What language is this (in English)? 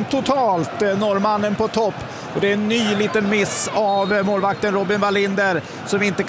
Swedish